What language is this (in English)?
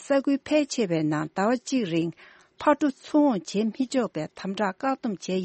Tibetan